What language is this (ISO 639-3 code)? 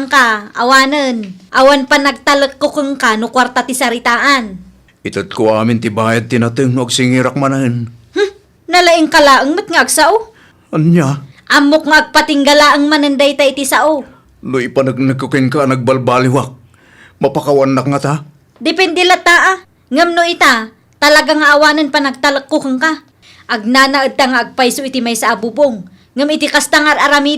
ilo